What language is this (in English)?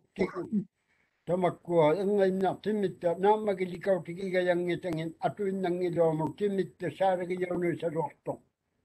Māori